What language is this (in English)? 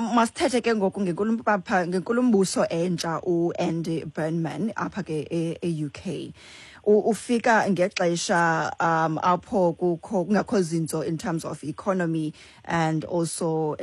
Xhosa